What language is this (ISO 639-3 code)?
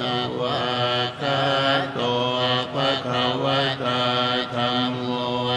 pli